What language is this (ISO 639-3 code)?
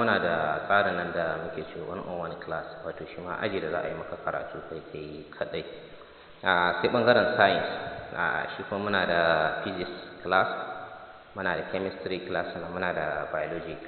hau